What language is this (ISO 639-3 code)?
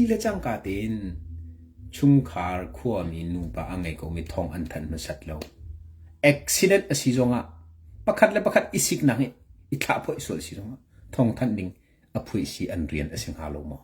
cnh